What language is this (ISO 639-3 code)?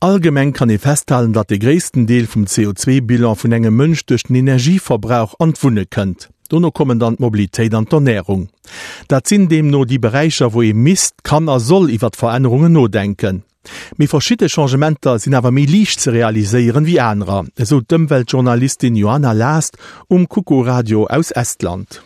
ltz